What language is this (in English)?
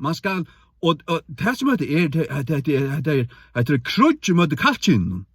Faroese